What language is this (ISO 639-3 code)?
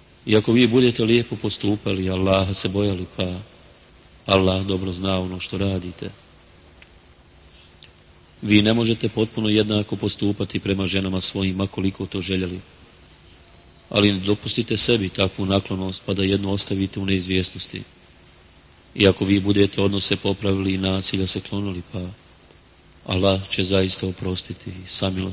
bos